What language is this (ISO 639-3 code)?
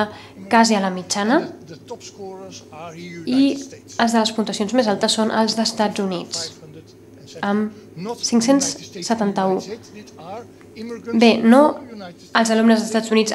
cat